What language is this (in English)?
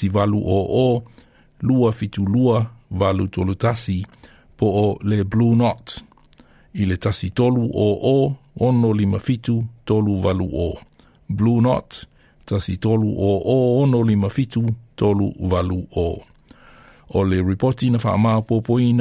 Samoan